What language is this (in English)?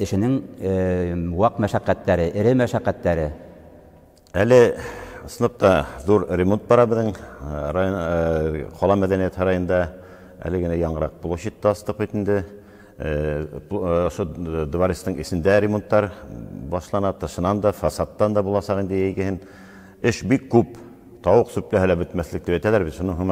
Bashkir